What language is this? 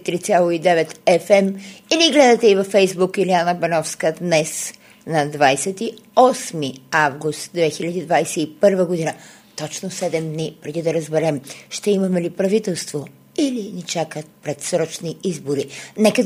Bulgarian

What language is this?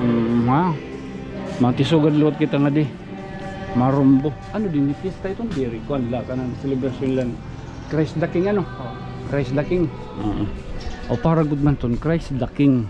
Waray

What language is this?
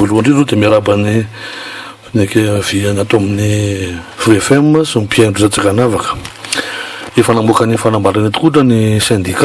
Malagasy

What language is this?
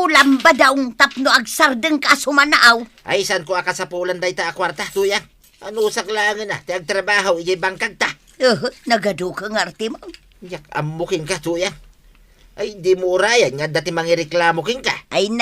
Iloko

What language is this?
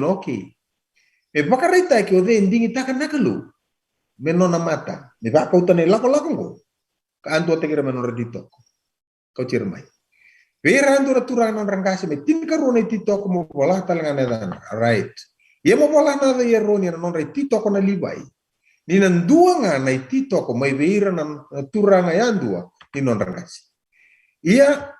Fijian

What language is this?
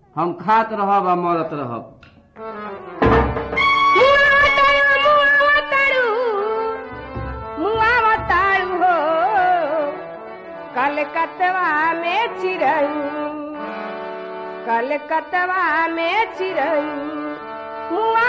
Bhojpuri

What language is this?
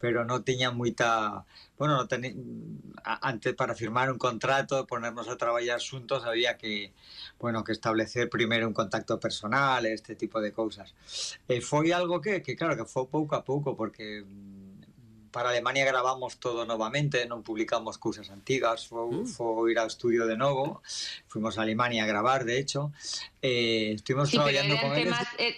Galician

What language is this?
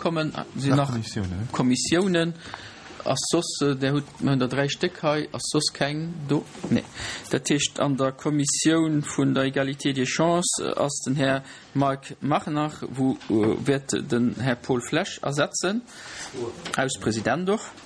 Luxembourgish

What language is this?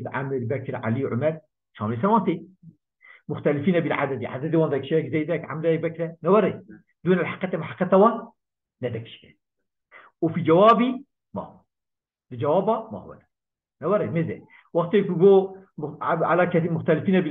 Kurdish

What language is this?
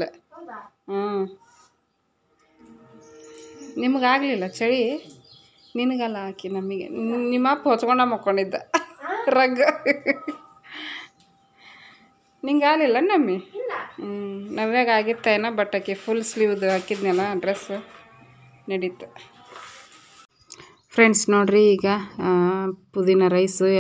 Kannada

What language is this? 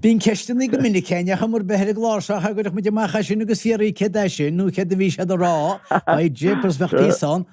Irish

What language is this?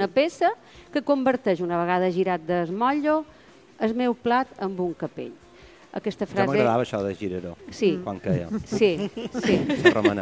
Catalan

